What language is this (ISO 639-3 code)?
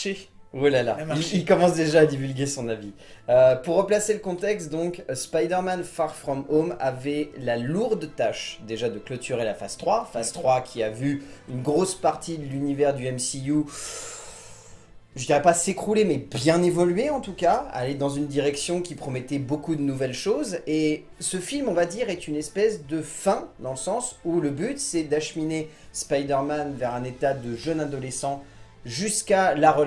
fra